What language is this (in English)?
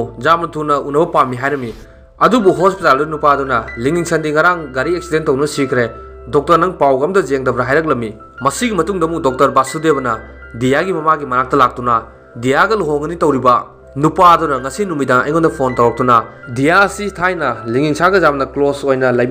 Manipuri